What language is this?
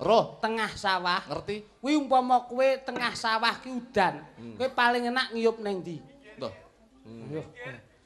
Javanese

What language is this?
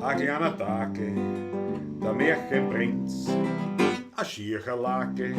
Bavarian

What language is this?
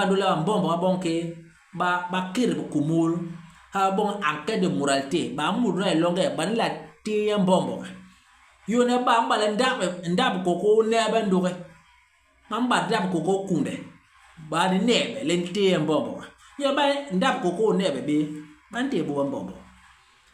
Basaa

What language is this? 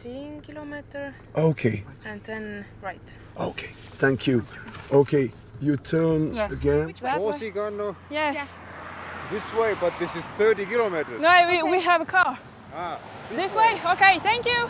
Breton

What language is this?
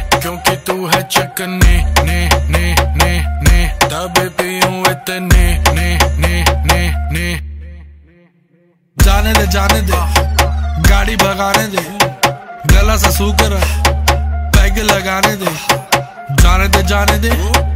Hindi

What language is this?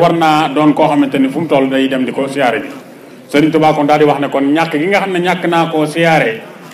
Wolof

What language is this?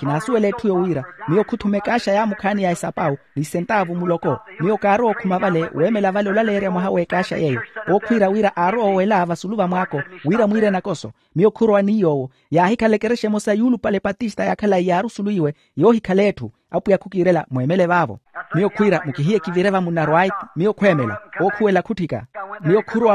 Makhuwa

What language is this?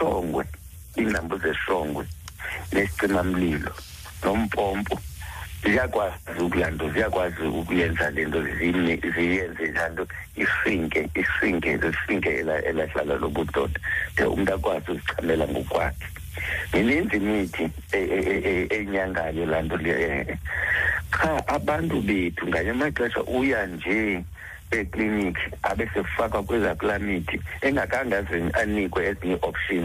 Xhosa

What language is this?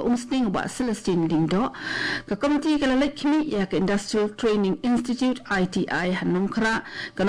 Khasi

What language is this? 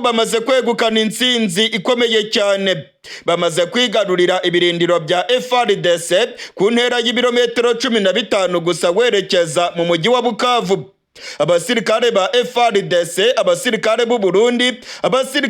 Rundi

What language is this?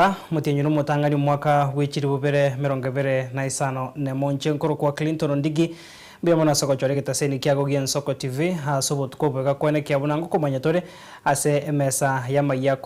Gusii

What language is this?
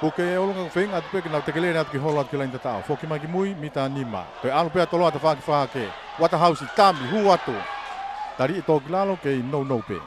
Tongan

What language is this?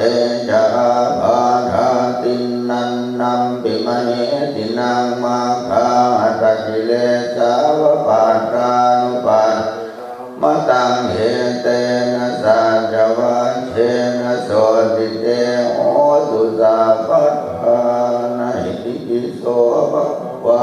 Pali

